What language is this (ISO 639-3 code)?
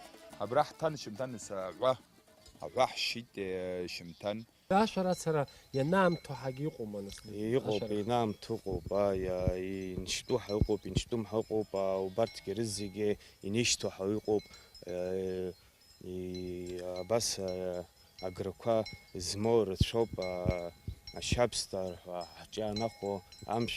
abk